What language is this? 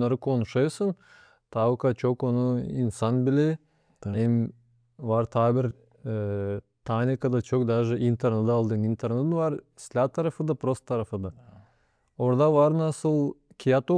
Gagauz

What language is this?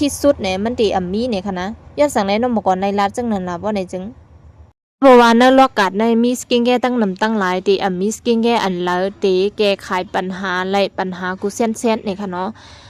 Shan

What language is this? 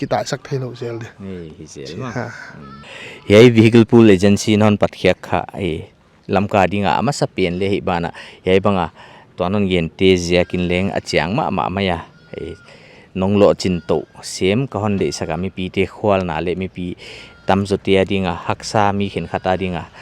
Paite Chin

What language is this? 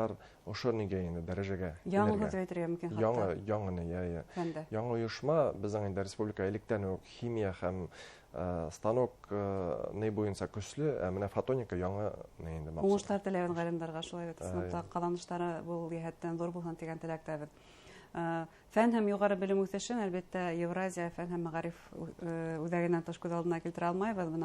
Bashkir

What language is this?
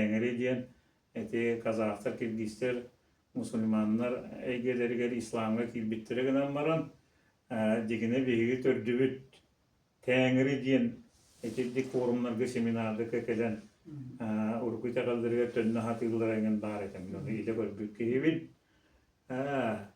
Yakut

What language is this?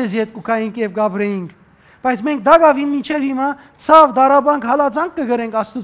Western Armenian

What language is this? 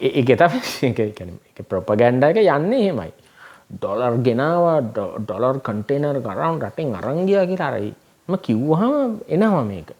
Sinhala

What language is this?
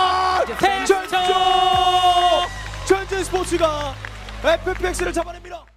Korean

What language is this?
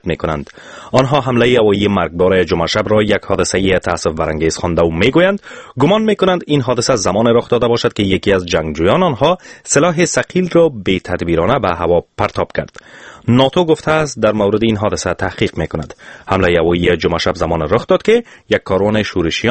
Persian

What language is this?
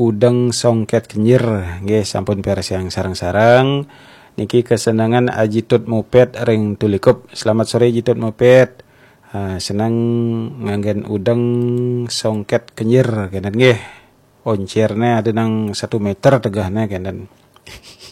Balinese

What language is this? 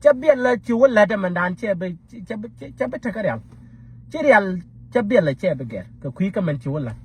Nuer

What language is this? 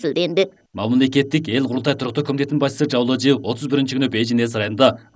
Kyrgyz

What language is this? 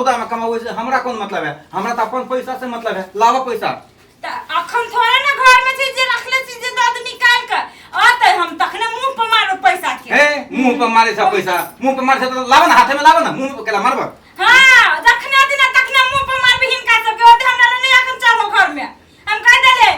Maithili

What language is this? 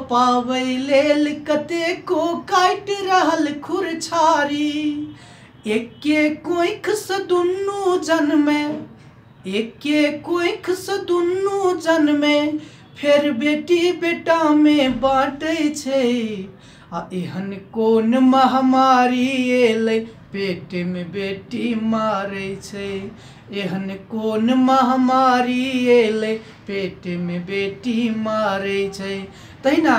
Maithili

